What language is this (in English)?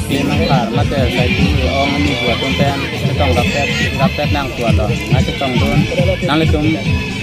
Karbi